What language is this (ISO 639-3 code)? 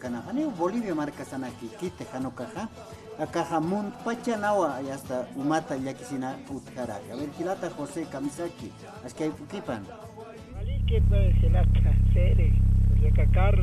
aym